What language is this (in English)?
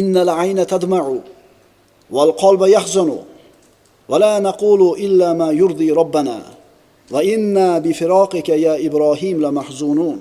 Uzbek